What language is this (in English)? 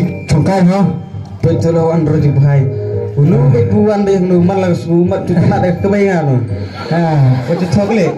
Khasi